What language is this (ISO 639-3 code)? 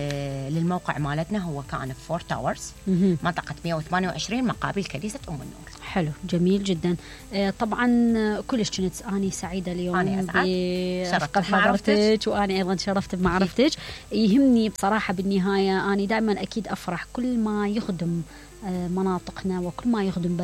acm